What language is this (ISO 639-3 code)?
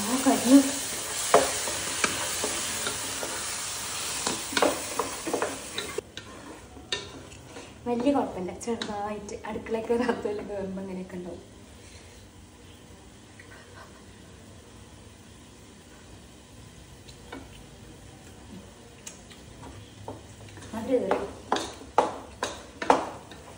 mal